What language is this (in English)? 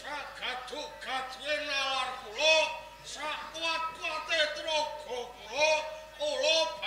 Javanese